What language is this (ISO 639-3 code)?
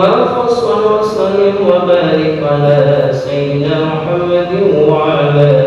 ace